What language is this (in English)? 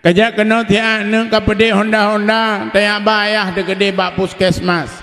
Achinese